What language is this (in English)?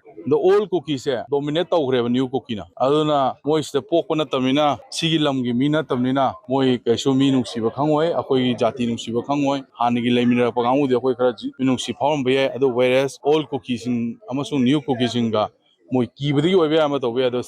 Manipuri